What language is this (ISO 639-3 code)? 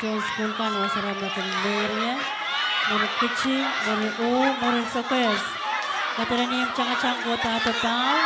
pon